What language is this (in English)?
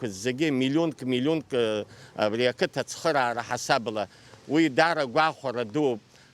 Abkhazian